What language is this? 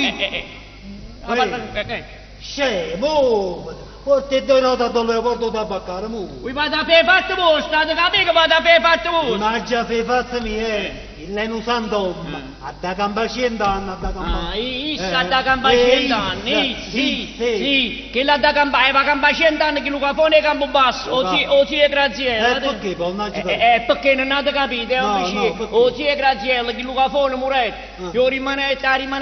Neapolitan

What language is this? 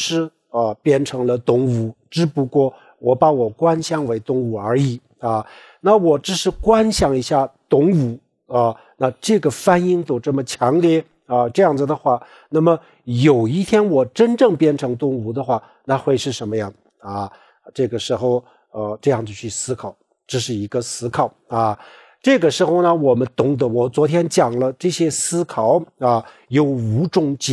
Chinese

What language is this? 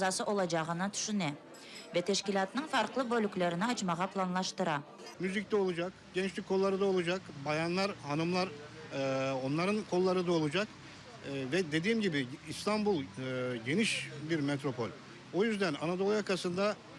Crimean Tatar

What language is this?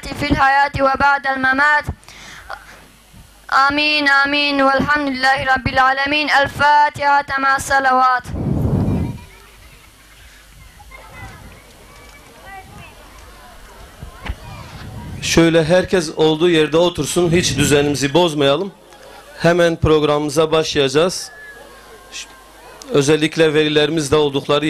Turkish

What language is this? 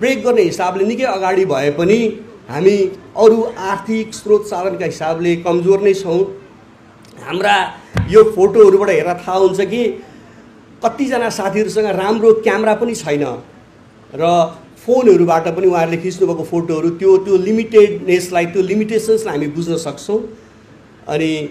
Nepali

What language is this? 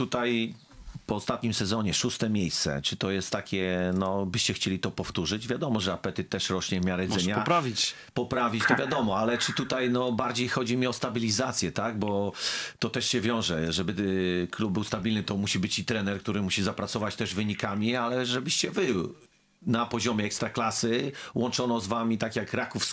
Polish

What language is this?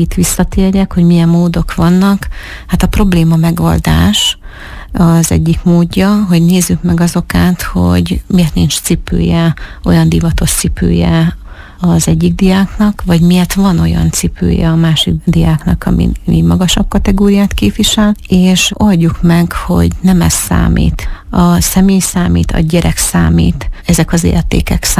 Hungarian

